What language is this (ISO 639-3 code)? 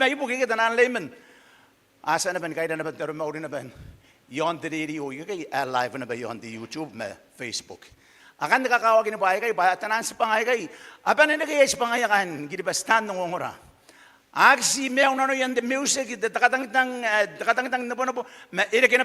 gil